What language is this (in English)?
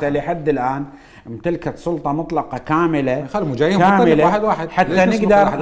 Mesopotamian Arabic